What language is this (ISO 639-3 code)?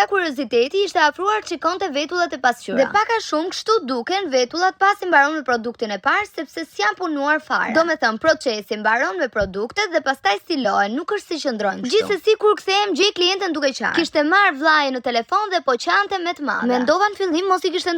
sqi